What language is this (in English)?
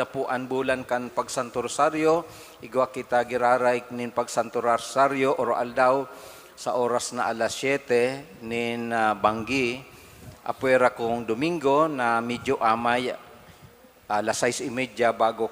Bikol